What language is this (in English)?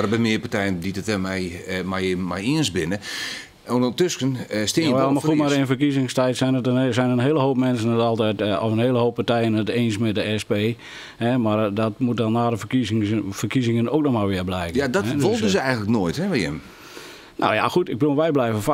Western Frisian